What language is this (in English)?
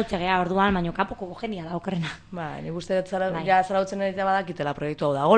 Basque